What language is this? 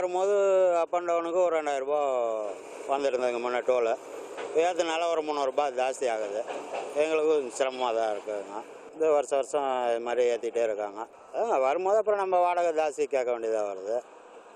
Tamil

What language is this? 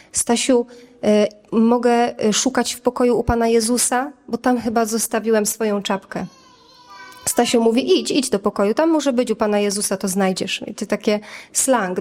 Polish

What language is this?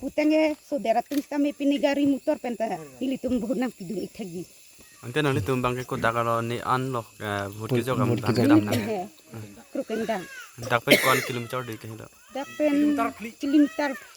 Karbi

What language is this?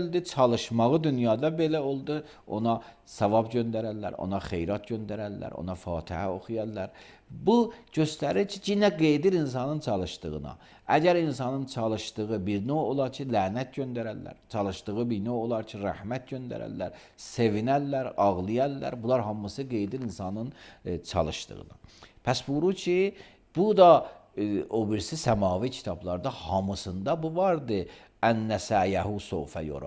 Azerbaijani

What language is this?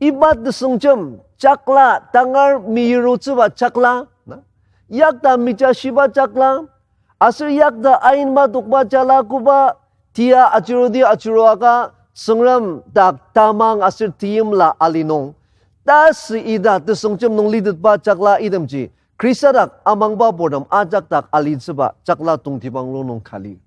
Ao Naga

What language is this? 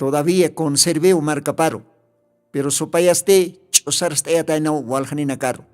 Aymara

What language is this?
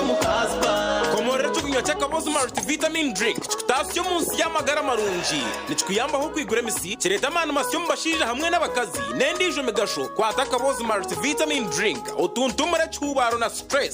Nyankole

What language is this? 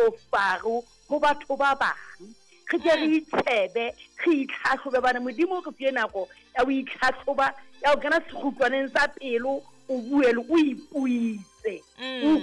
Southern Sotho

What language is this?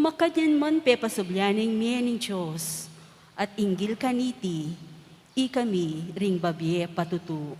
Pampanga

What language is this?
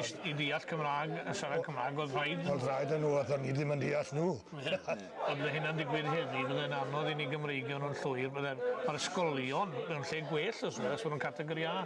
Welsh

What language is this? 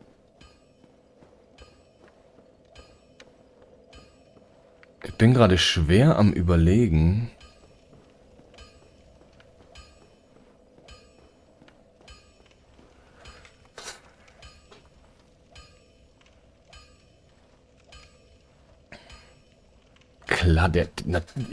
German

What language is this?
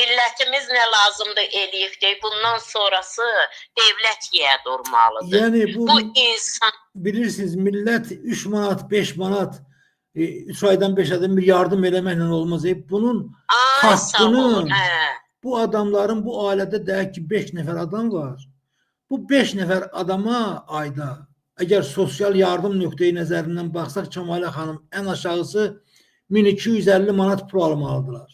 Azerbaijani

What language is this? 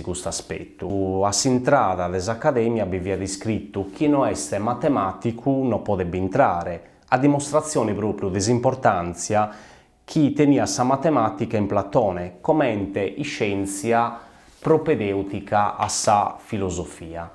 Sardinian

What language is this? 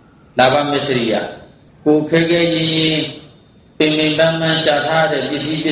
Burmese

